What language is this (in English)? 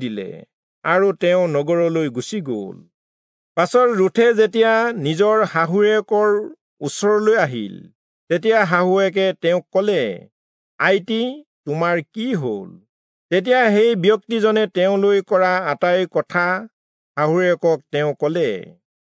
Assamese